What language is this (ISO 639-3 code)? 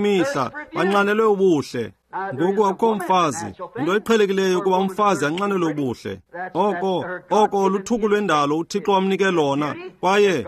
xho